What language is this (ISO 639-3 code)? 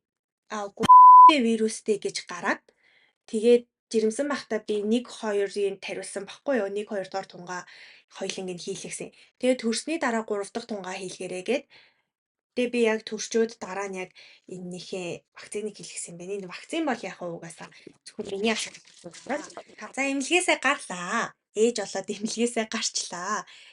mon